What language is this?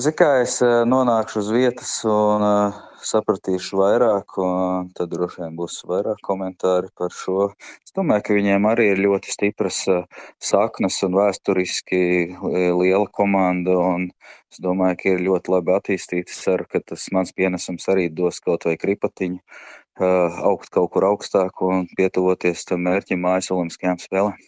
Latvian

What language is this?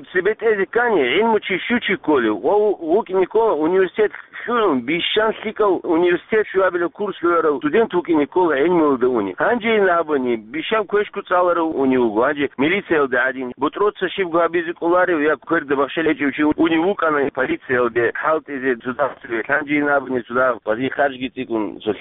Avaric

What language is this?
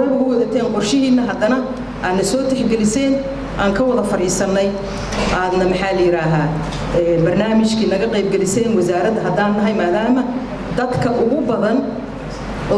Somali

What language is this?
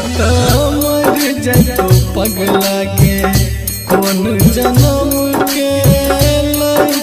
Bhojpuri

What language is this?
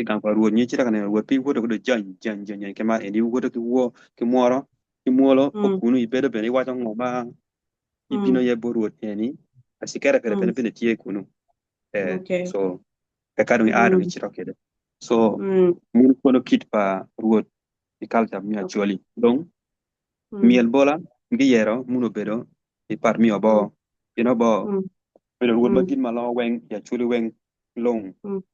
Acoli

